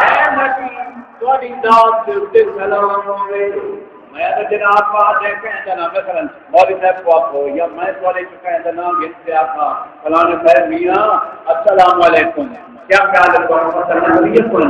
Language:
Saraiki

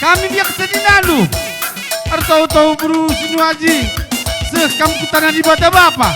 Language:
Batak Karo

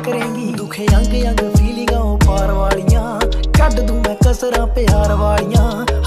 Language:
Punjabi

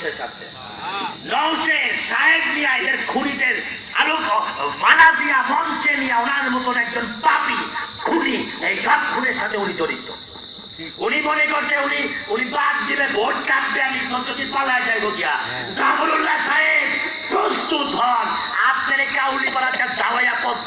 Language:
Bangla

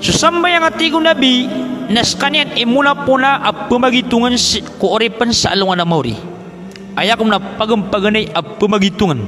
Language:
Maranao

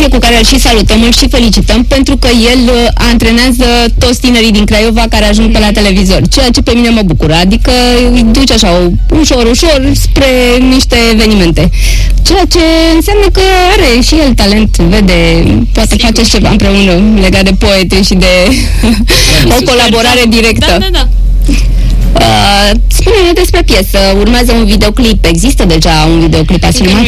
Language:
Romanian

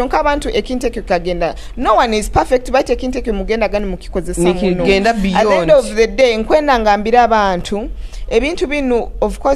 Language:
Nyoro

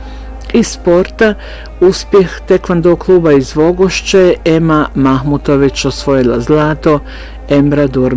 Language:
Bosnian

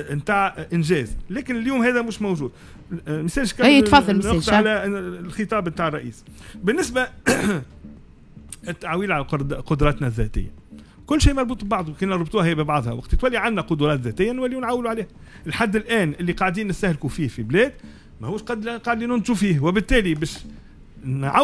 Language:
Tunisian Arabic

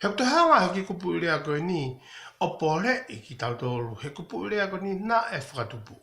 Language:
Tongan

